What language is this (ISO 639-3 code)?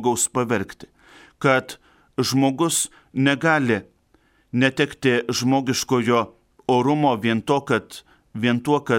lit